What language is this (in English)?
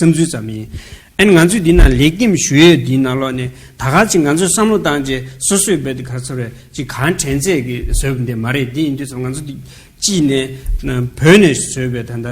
Tibetan